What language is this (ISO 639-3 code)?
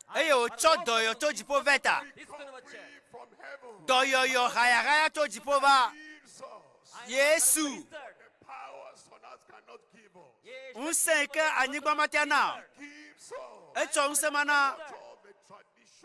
ewe